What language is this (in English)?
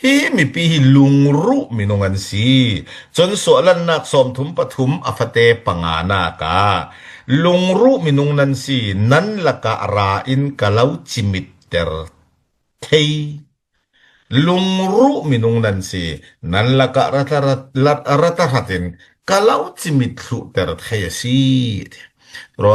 Falam Chin